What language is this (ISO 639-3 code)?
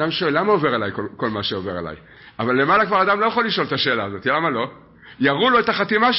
heb